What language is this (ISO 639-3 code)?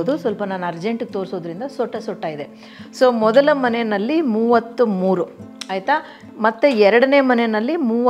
kan